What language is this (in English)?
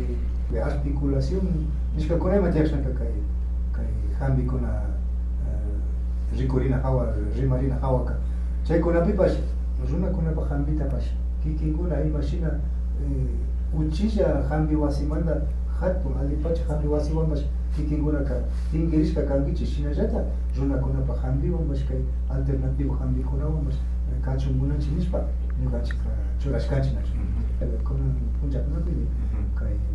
Imbabura Highland Quichua